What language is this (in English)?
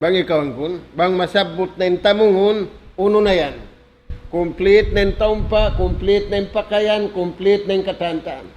Tausug